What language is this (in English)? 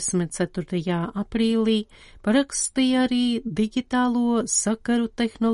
Latvian